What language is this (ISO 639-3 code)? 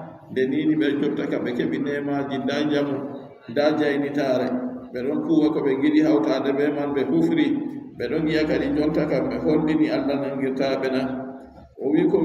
fub